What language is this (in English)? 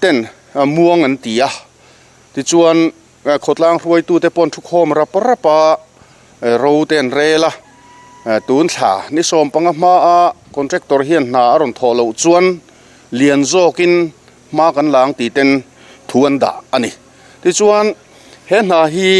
Mizo